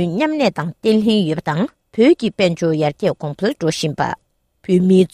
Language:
Tibetan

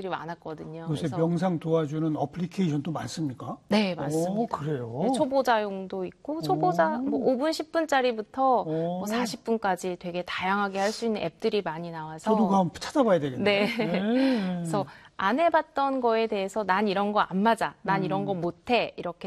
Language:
Korean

